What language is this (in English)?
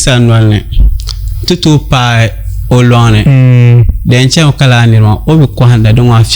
Dagbani